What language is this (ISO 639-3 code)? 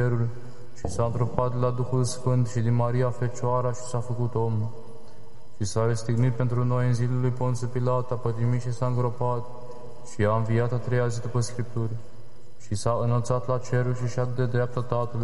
ron